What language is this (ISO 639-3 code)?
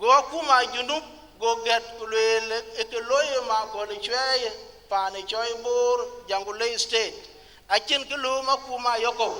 din